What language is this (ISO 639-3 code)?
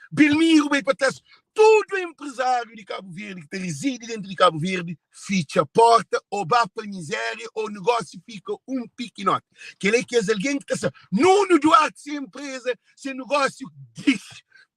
kea